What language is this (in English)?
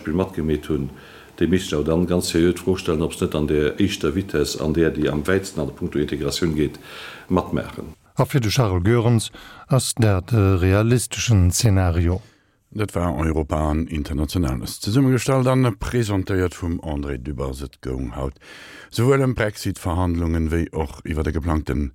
Luxembourgish